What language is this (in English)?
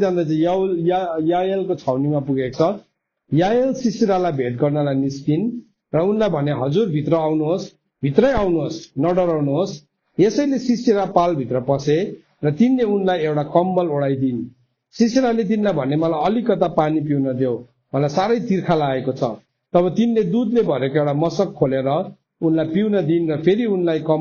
Nepali